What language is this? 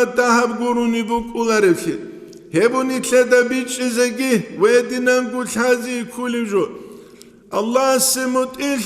Avaric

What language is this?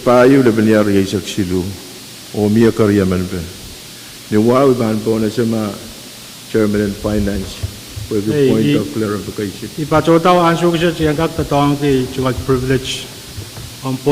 Pohnpeian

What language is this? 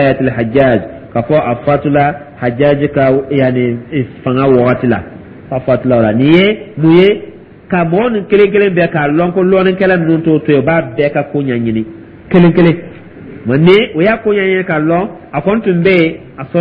Dyula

